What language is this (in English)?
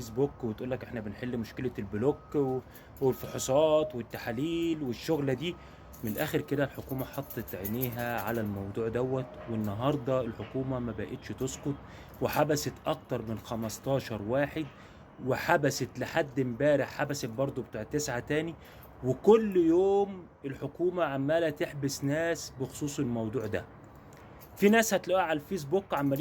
Egyptian Arabic